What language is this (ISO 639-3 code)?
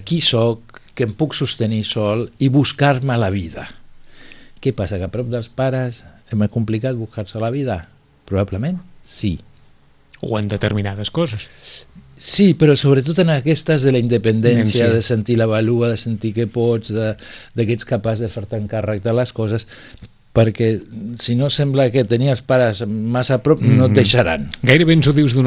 cat